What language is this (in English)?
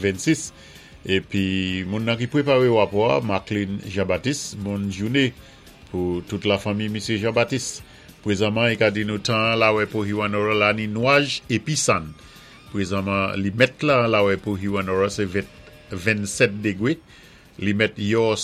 Saint Lucian Creole French